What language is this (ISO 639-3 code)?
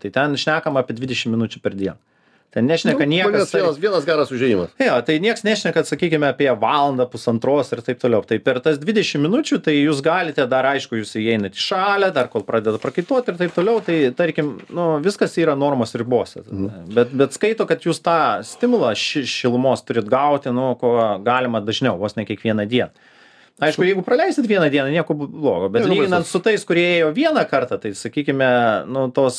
lit